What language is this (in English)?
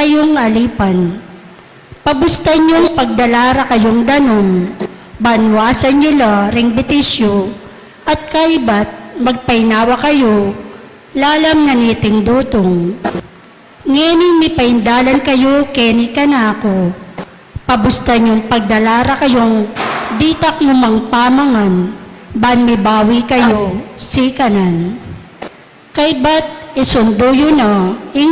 Pampanga